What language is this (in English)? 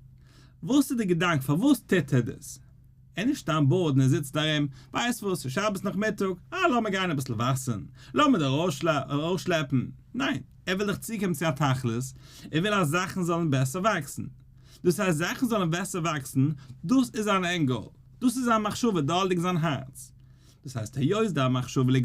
Yiddish